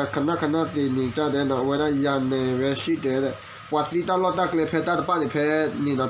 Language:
S'gaw Karen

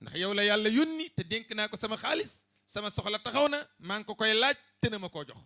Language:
Wolof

